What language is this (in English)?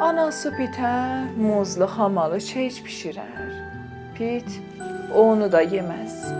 South Azerbaijani